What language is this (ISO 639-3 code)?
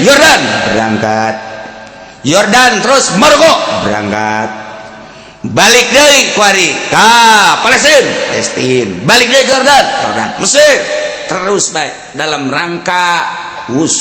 sun